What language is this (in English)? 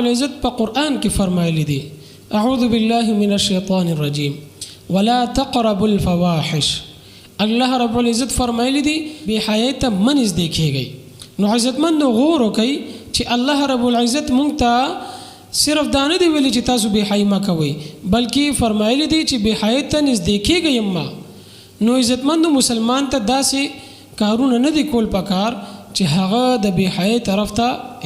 Pashto